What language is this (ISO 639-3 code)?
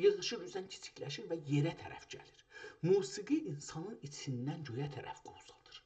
azb